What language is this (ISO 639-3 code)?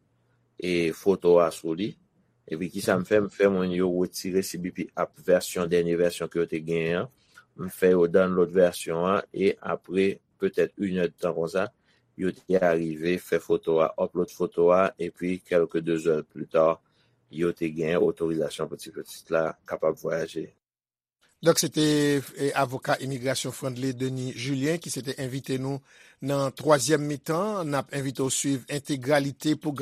hat